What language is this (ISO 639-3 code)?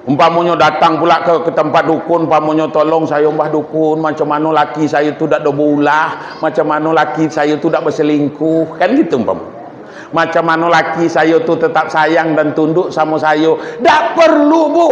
min